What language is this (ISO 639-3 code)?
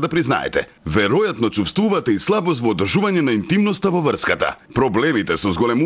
mkd